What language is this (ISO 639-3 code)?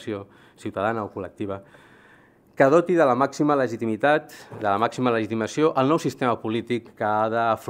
cat